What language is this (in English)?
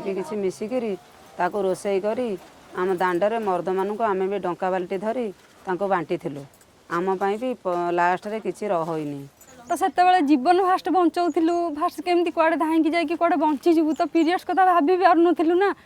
Odia